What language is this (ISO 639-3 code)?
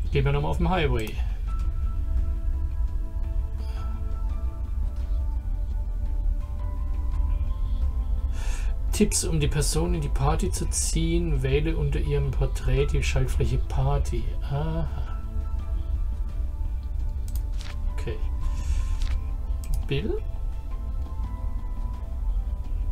deu